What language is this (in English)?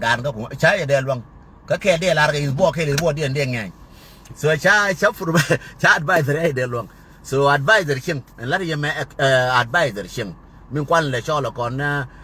Nuer